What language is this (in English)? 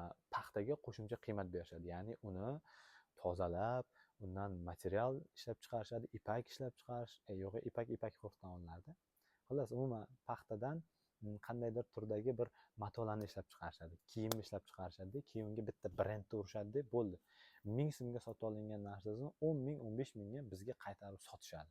Uzbek